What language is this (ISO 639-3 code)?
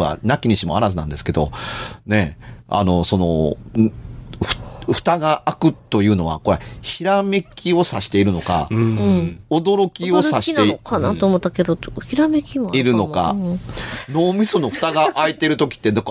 jpn